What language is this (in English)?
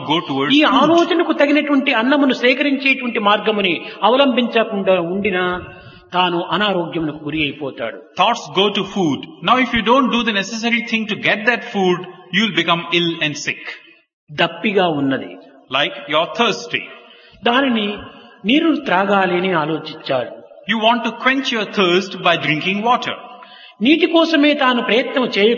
Telugu